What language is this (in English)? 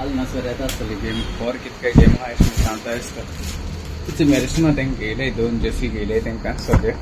Konkani